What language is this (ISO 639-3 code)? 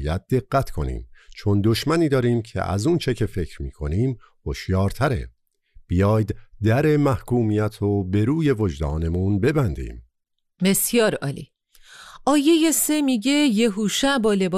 fas